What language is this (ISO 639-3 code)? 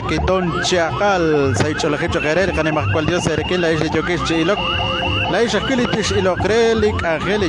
kek